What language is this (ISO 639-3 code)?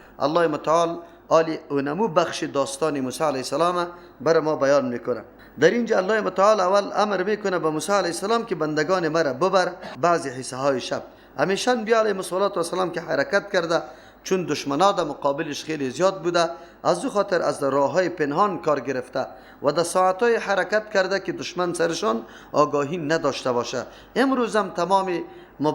fas